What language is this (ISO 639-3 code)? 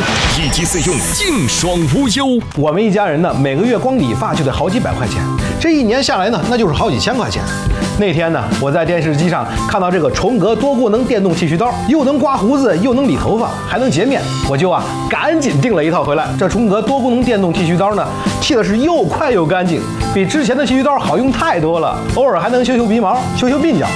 zho